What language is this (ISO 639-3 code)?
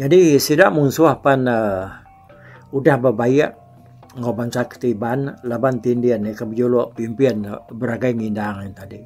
iba